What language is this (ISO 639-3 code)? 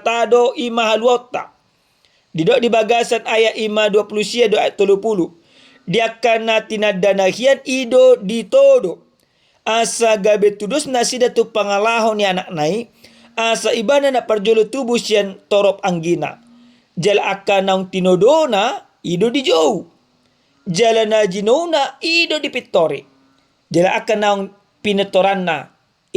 bbc